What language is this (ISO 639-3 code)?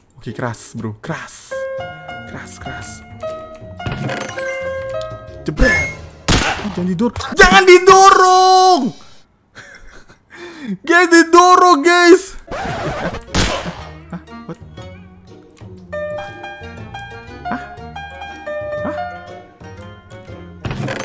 ind